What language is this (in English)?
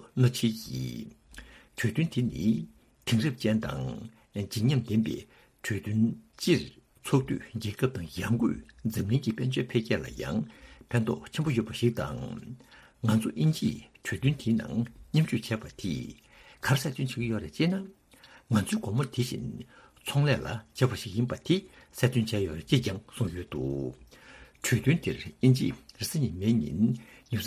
Tibetan